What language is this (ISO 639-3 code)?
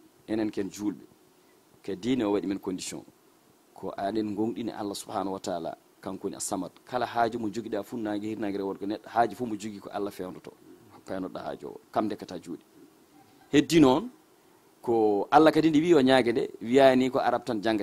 ful